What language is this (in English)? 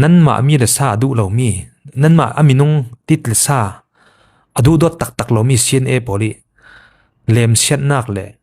Falam Chin